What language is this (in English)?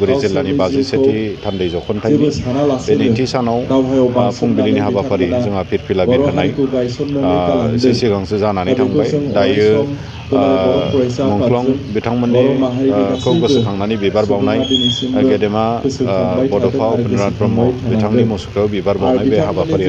Bodo